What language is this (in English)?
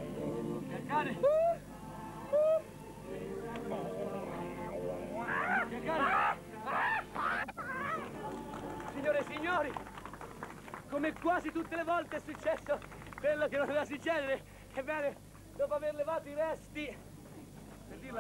Italian